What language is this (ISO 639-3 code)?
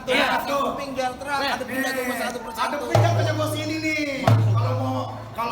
bew